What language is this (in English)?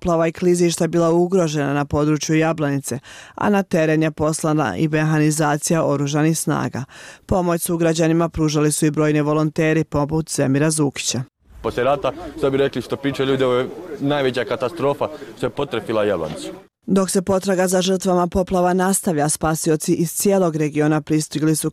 Bosnian